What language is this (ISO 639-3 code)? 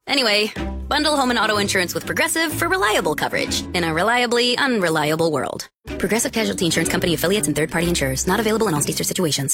eng